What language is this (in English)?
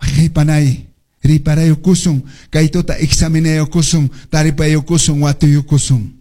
Quechua